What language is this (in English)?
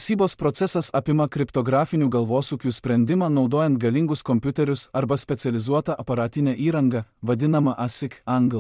Lithuanian